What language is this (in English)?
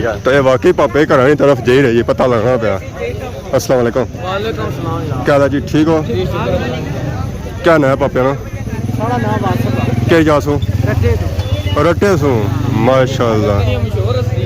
Pahari-Potwari